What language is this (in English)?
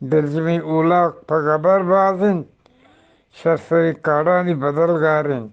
Eastern Balochi